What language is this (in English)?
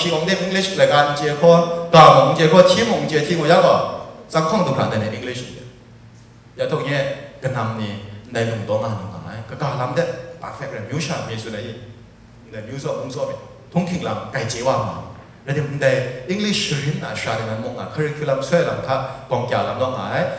Kachin